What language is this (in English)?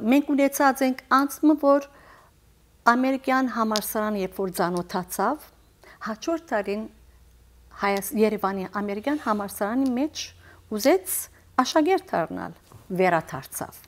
Western Armenian